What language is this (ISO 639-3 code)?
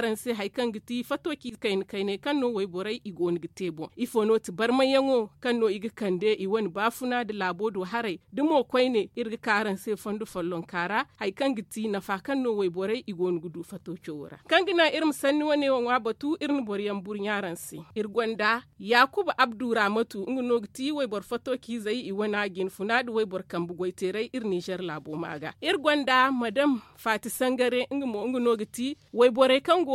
dje